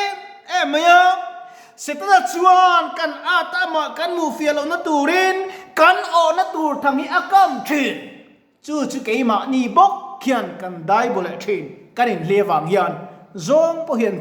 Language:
Mizo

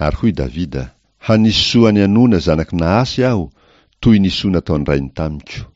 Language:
Malagasy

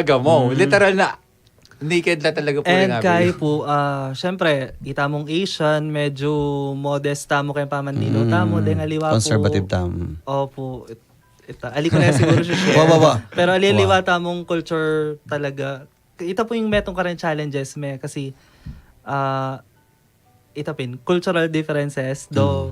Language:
Pampanga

